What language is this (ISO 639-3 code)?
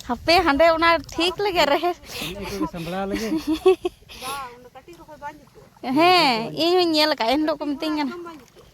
sat